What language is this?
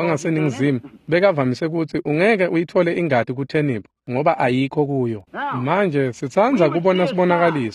Swati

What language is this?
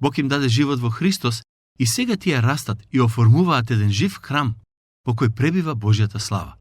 Macedonian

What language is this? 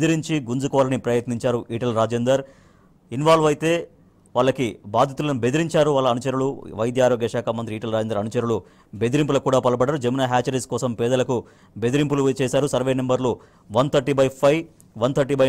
Telugu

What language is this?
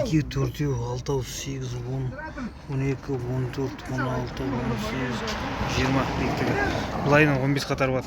Kazakh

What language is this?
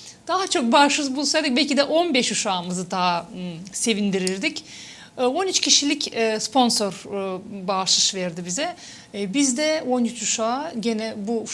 Gagauz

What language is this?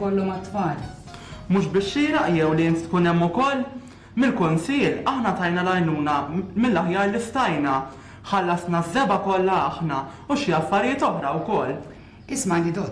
Maltese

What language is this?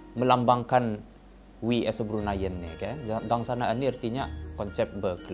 Brunei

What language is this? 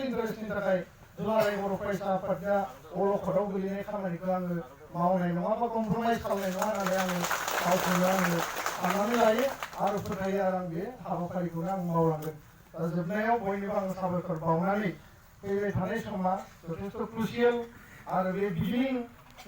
Bodo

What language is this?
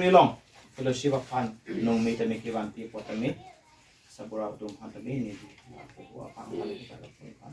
Karbi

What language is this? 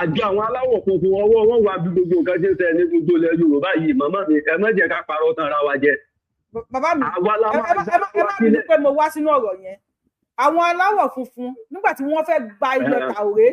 Yoruba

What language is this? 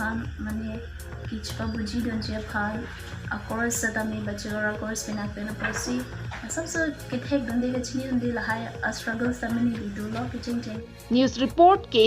Karbi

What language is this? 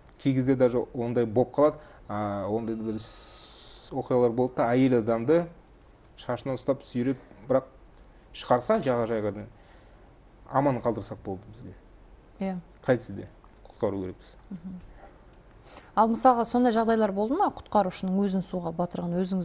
Kazakh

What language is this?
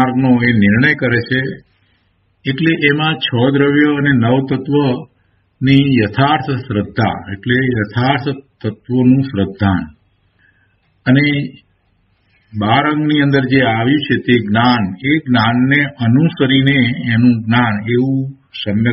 Gujarati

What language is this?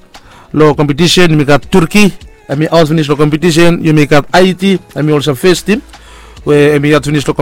Bislama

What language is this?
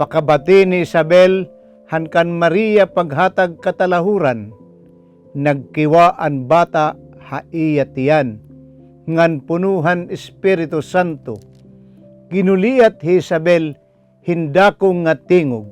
Waray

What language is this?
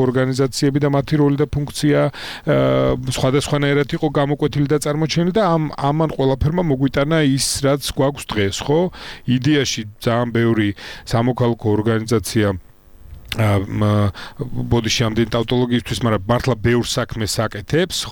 Georgian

